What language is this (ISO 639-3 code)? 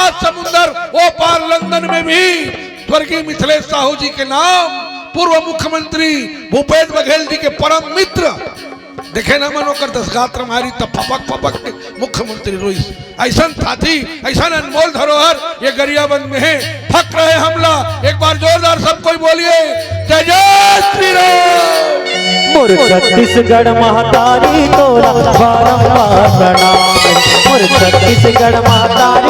hne